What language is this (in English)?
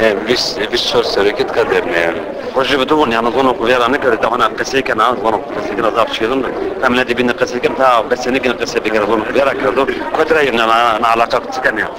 Zaza